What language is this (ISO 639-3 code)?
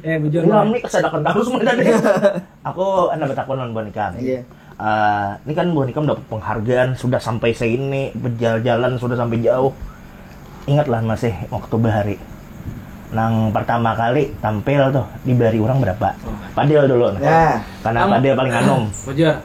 bjn